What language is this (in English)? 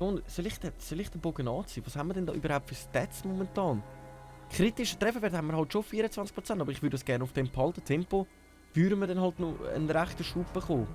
Swiss German